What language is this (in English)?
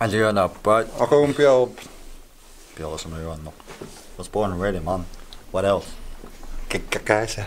Kalaallisut